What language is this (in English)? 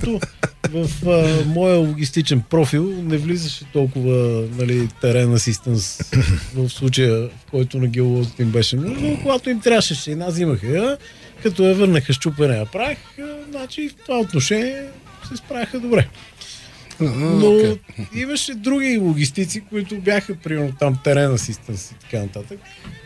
Bulgarian